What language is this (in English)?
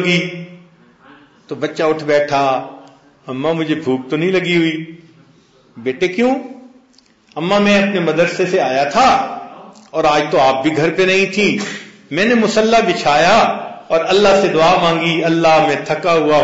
Urdu